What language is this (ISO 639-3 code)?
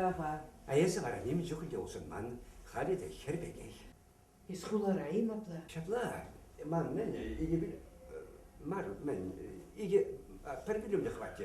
chv